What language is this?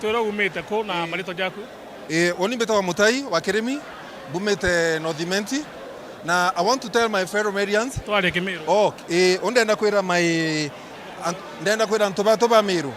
Meru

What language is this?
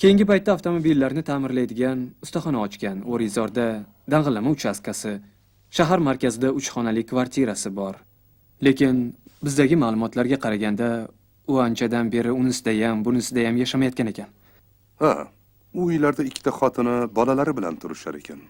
Uzbek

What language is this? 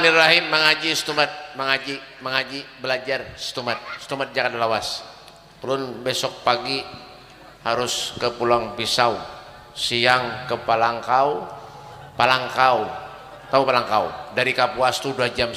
Banjar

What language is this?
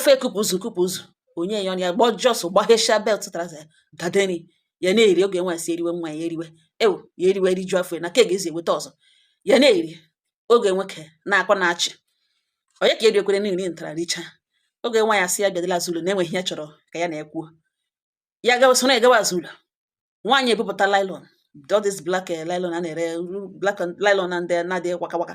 Igbo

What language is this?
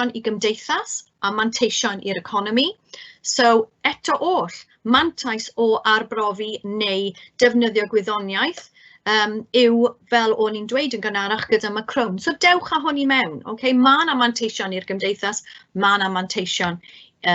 Welsh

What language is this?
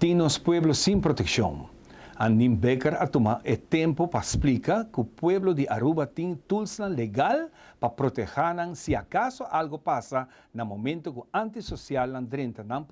Papiamento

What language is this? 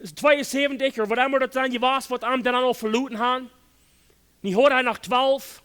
Plautdietsch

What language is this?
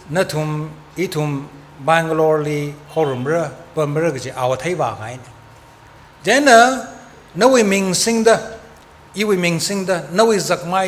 Tangkhul Naga (India)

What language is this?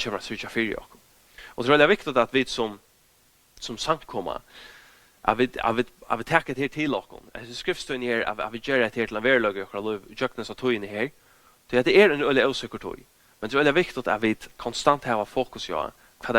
Faroese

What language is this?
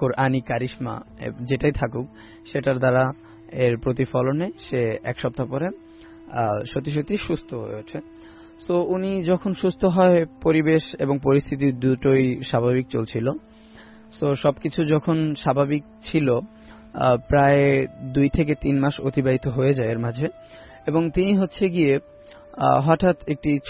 Bangla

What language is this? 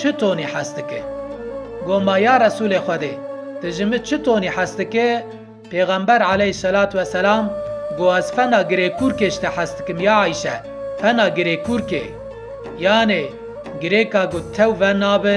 Kurdish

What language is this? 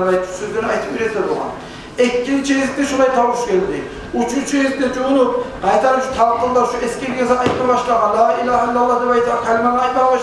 Kumyk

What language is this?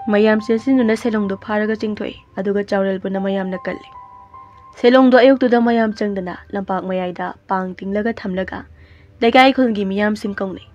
Manipuri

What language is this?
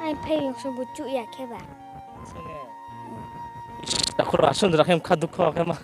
Riang (India)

